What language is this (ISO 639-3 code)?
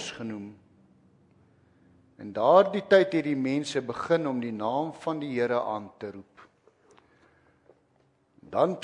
afr